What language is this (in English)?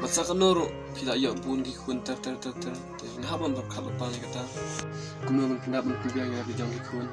Khasi